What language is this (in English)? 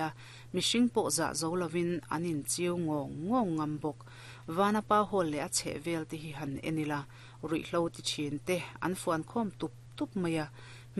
Mizo